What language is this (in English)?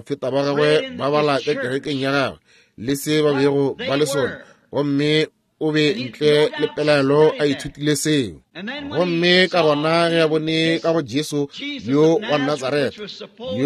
Northern Sotho